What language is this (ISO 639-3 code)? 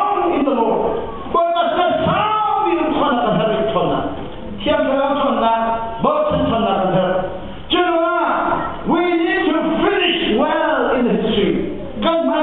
cnh